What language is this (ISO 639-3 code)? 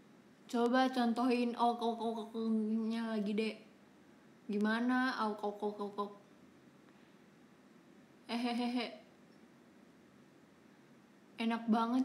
ind